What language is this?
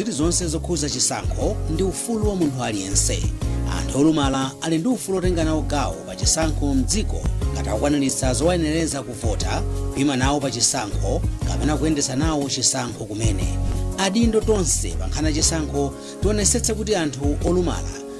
Nyanja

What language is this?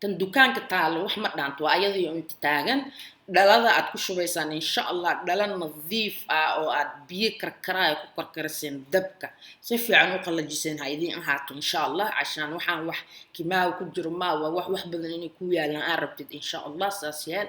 Somali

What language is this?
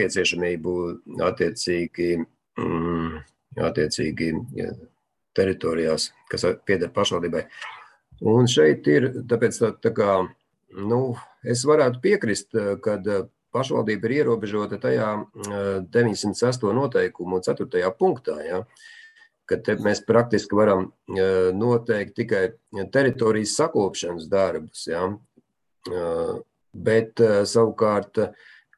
Latvian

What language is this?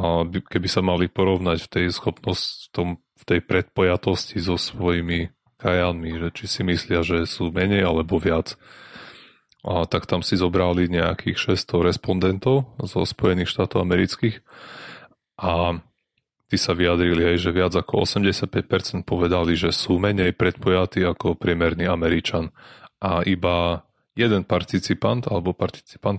Slovak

